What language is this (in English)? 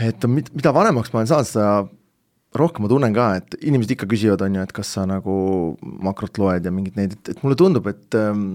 Estonian